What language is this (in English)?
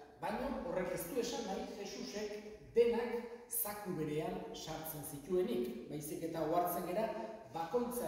Basque